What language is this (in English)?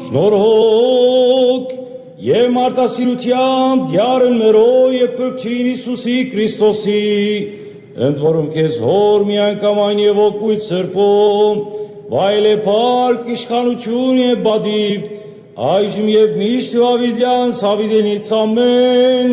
Western Armenian